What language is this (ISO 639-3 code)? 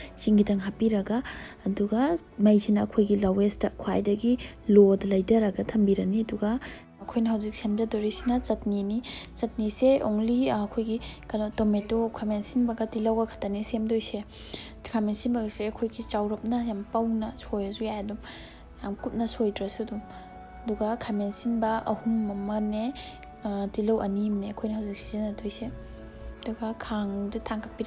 mni